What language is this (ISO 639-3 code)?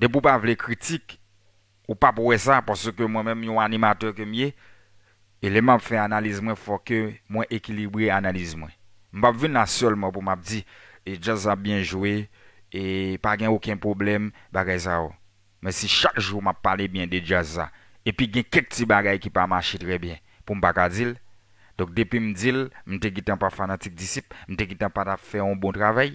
hat